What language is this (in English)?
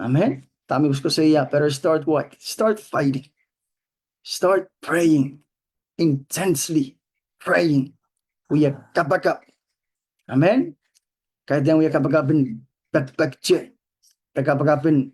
Pohnpeian